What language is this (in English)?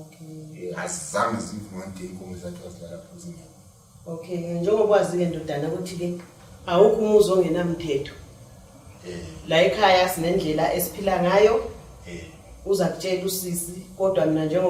North Ndebele